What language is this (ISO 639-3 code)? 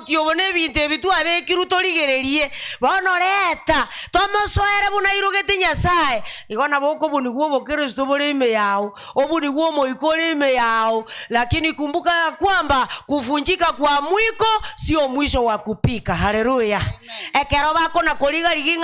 guz